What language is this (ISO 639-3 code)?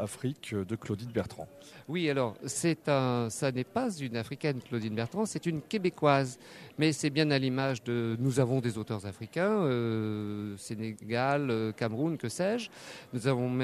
fra